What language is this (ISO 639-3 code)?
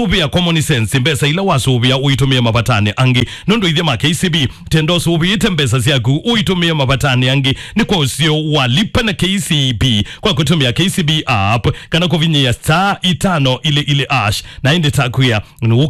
kam